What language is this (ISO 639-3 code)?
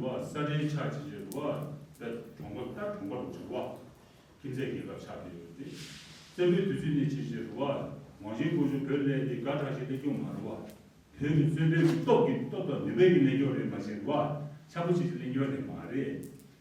bod